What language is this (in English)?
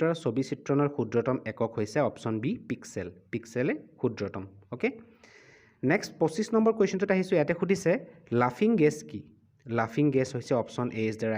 Assamese